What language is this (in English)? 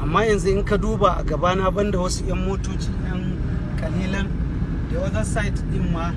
Hausa